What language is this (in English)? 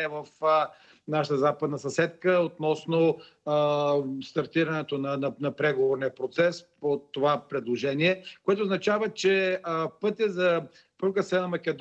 Bulgarian